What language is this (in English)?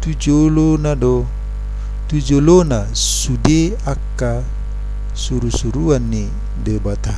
Batak Toba